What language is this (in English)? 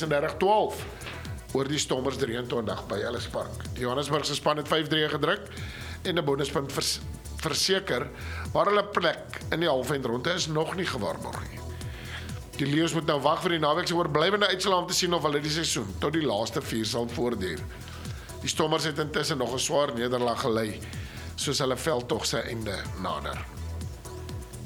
Afrikaans